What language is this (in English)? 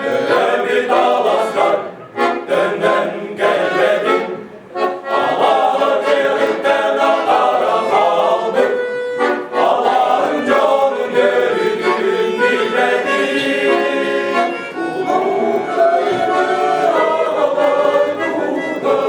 Yakut